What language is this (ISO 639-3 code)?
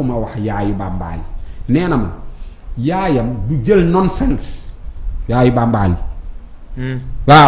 wol